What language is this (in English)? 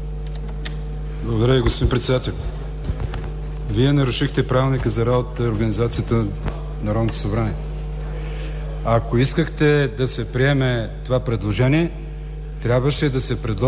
Bulgarian